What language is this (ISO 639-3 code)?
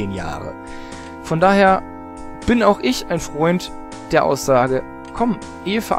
deu